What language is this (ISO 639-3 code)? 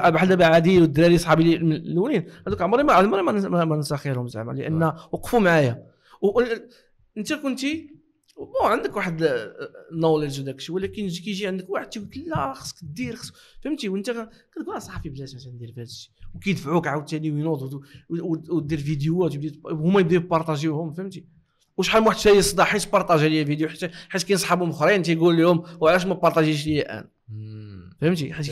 ary